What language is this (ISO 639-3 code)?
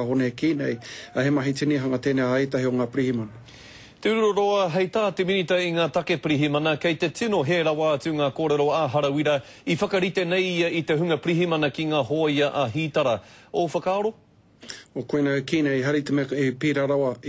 mri